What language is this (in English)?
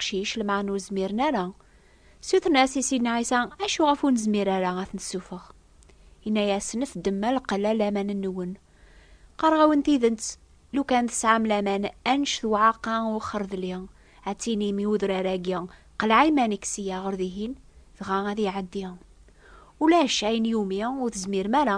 Kabyle